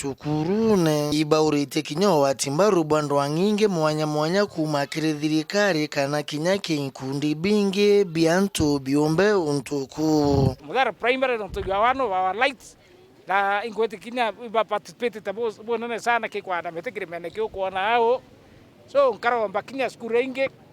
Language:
Meru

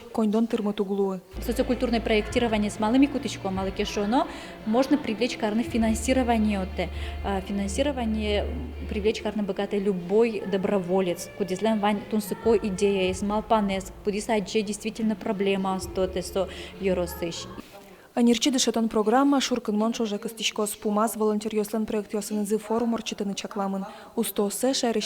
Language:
Udmurt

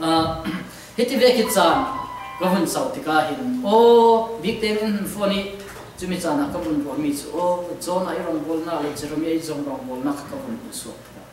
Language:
Falam Chin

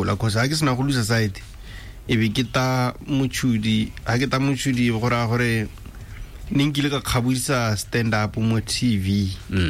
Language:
Tswana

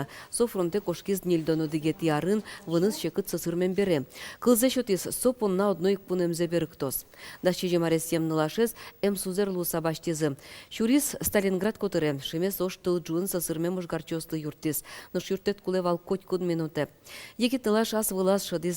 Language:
Udmurt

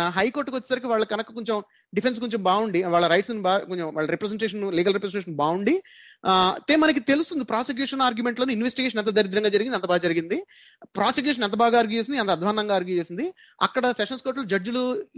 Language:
Telugu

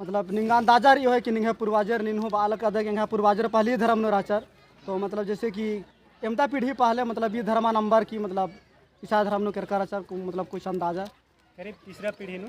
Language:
Kurukh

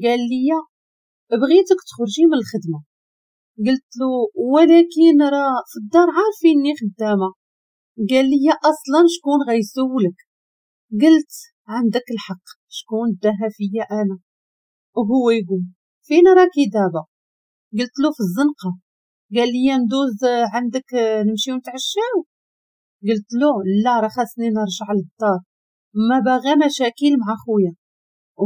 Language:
Moroccan Arabic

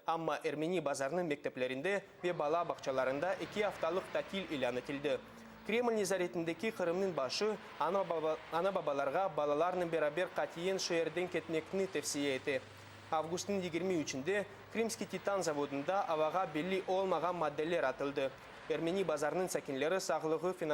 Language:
Crimean Tatar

